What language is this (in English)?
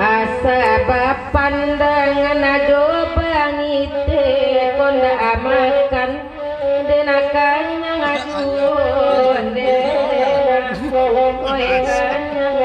Minangkabau